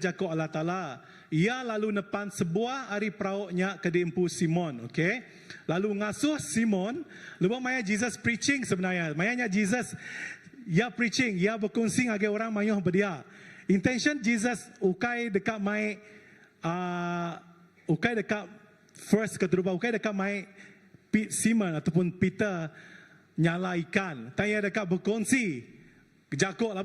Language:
Iban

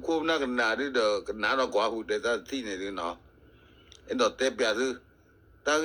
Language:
S'gaw Karen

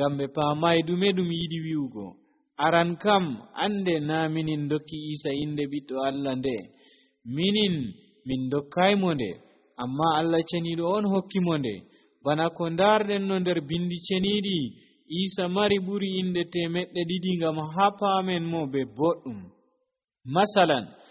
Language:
Nigerian Fulfulde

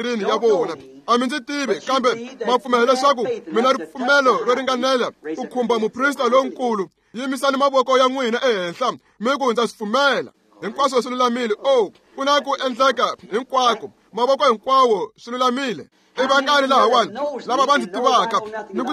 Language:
Tsonga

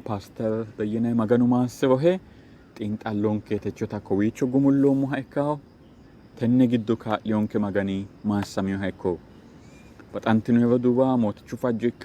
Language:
Sidamo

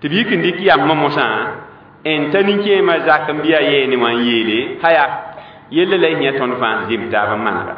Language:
Mossi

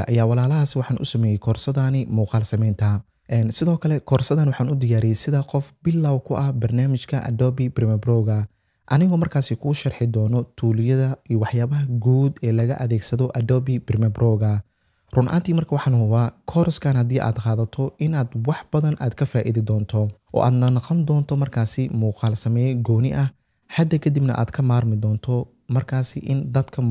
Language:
Somali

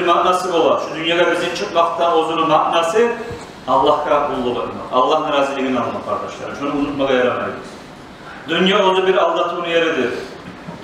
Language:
Kumyk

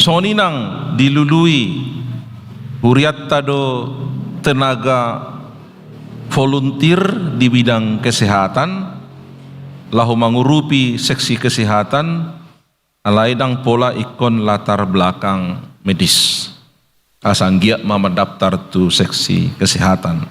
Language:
Batak Toba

